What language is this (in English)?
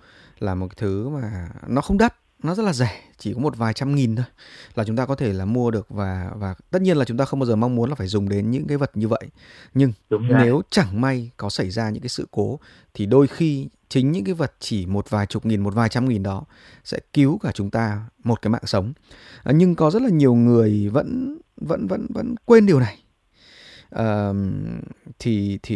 Vietnamese